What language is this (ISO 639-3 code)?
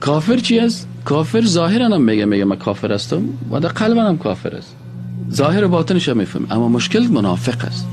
fas